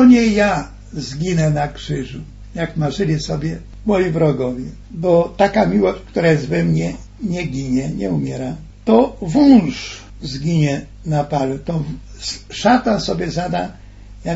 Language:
Polish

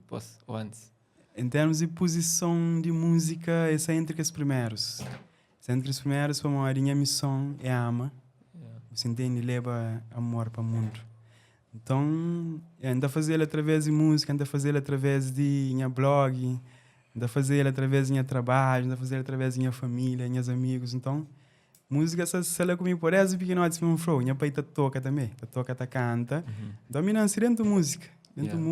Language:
Kabuverdianu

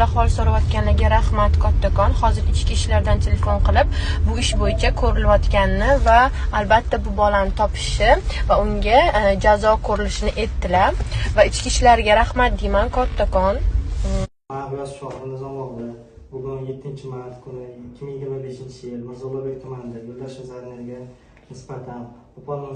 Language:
Uzbek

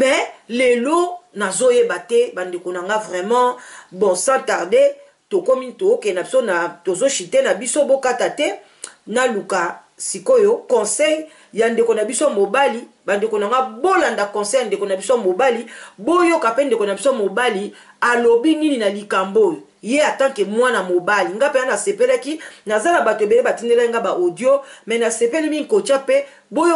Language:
Lingala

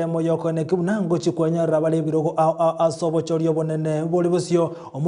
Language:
Gusii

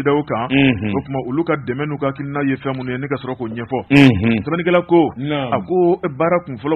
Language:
Bambara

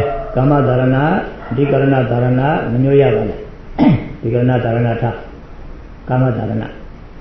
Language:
Burmese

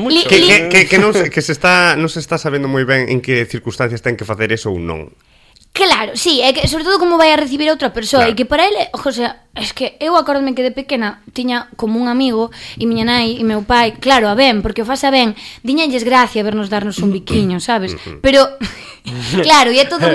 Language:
Galician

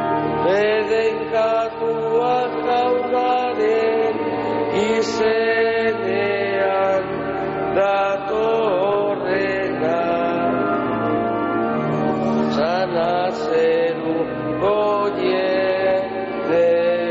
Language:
Basque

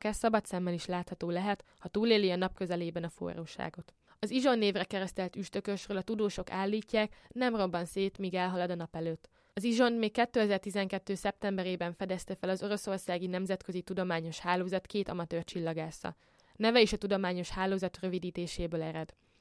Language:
Hungarian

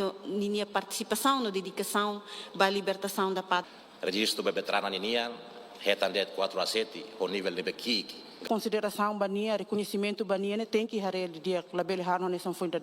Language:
Tetum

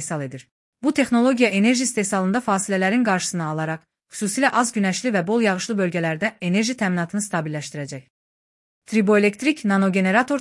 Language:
Azerbaijani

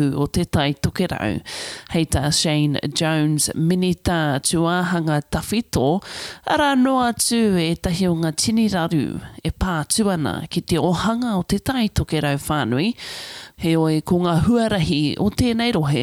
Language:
Māori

